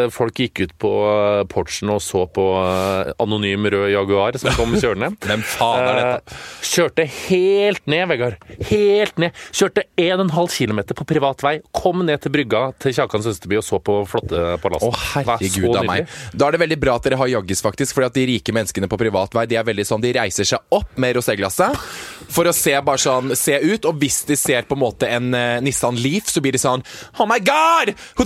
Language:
Norwegian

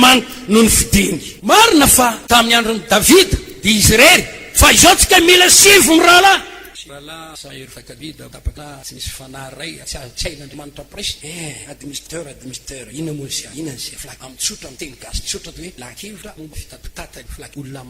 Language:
Malagasy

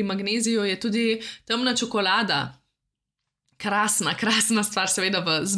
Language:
Slovenian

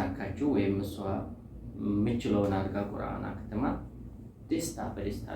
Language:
Amharic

